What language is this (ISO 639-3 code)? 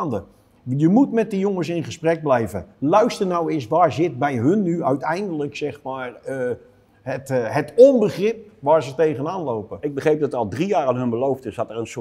nld